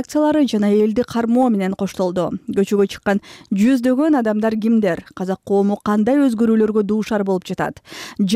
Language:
Kyrgyz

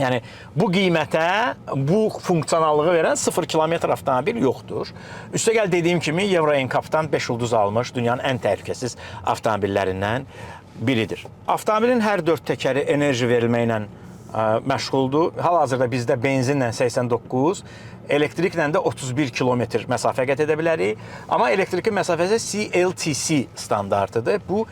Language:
Azerbaijani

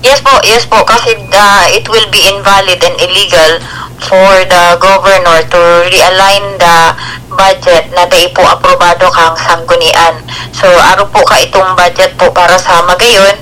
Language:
Bikol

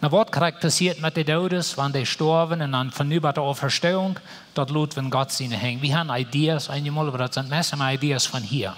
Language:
Plautdietsch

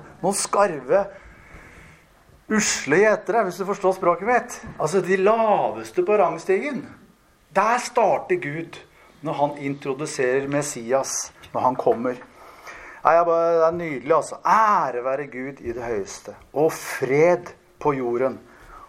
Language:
Norwegian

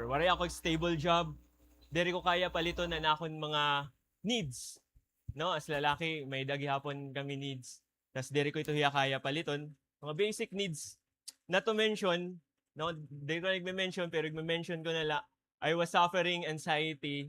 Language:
Waray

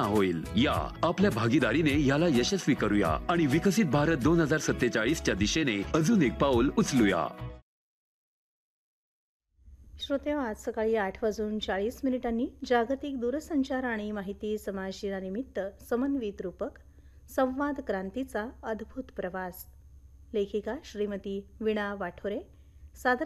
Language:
Marathi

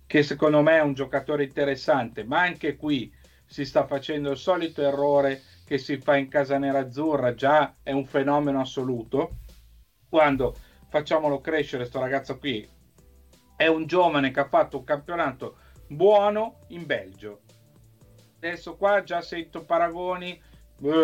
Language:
Italian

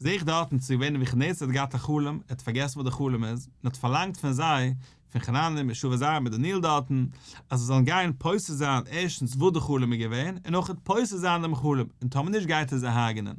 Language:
Yiddish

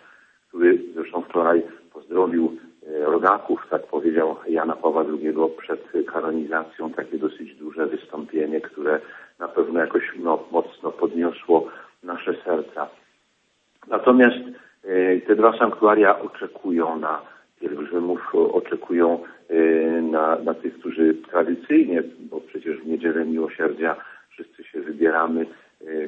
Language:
Polish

